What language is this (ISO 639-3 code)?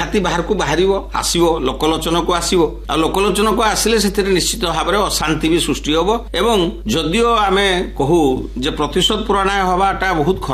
ori